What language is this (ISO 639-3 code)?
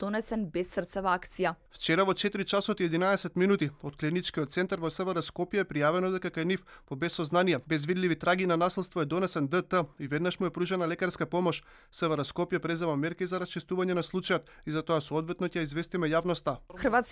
mkd